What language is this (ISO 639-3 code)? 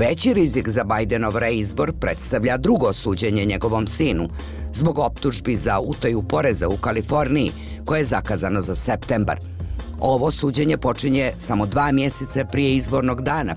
bos